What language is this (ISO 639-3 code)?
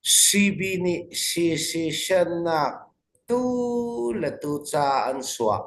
cnh